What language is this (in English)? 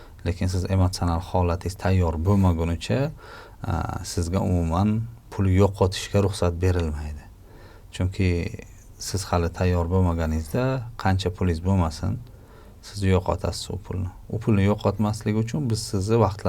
Uzbek